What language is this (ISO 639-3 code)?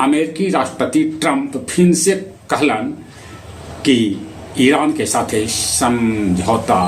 mag